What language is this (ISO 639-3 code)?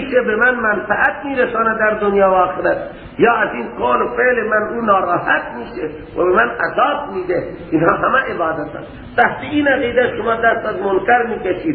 fas